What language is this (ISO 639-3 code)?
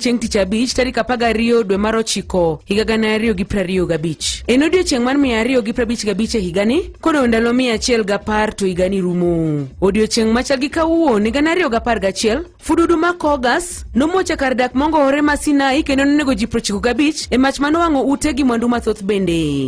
luo